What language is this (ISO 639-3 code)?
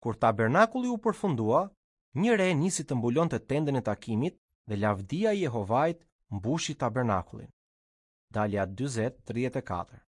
sqi